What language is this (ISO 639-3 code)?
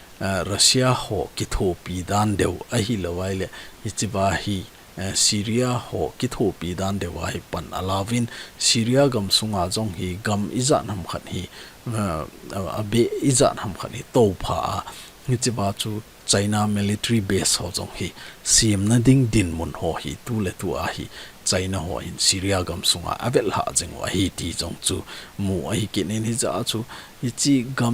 tcz